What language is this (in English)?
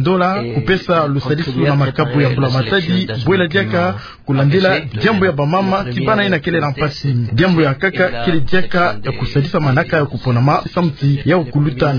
Kituba (Democratic Republic of Congo)